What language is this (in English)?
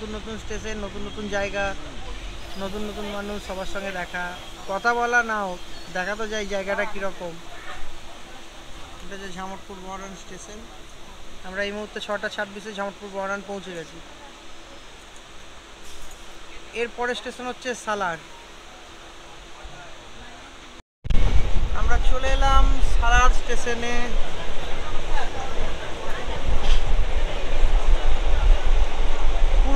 Bangla